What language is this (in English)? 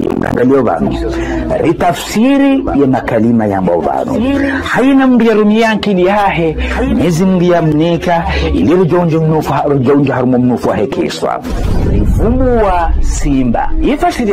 Ngazidja Comorian